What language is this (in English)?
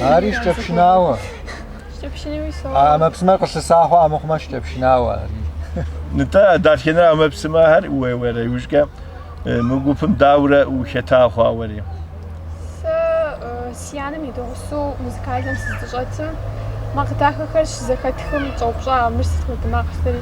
Kabardian